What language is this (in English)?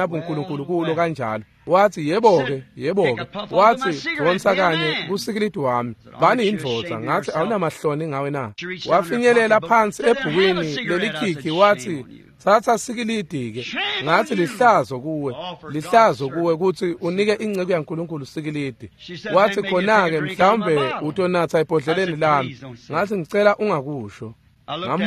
Swati